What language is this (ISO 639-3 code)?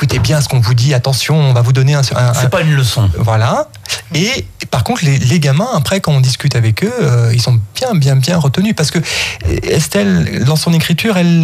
fra